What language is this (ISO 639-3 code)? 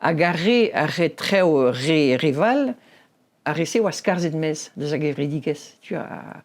bre